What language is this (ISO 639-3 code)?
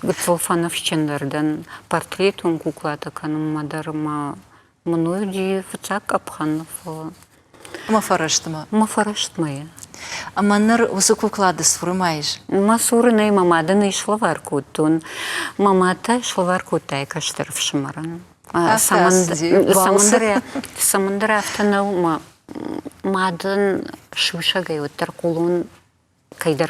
oss